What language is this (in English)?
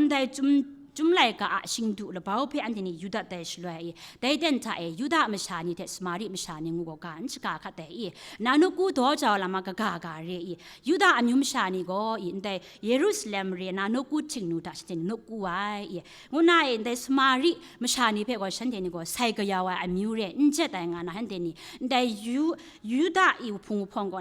Kachin